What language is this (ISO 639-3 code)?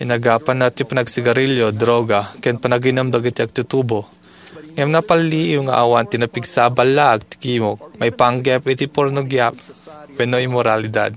ilo